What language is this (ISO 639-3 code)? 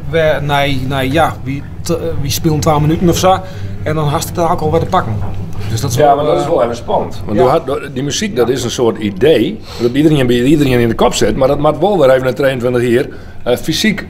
fry